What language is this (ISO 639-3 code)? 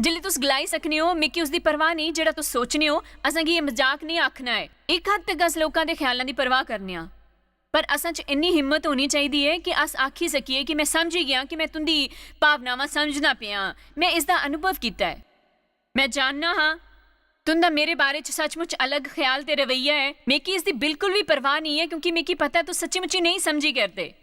doi